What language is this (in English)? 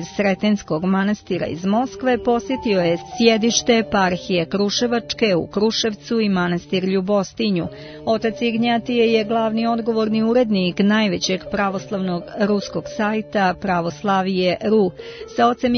Serbian